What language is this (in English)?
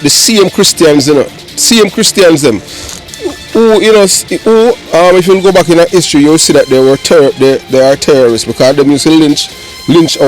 Jamaican Creole English